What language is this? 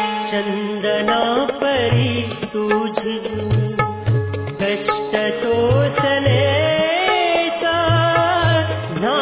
Marathi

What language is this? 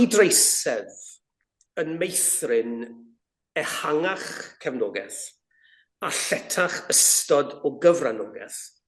Welsh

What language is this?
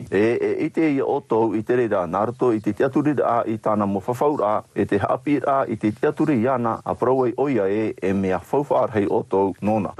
Tahitian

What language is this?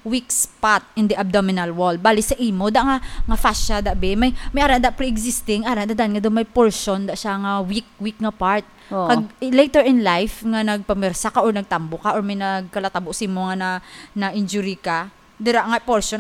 Hiligaynon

